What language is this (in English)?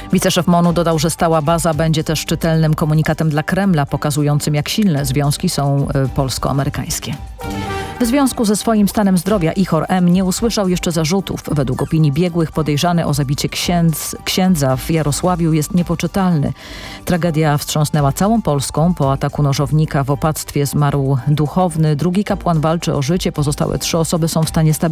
Polish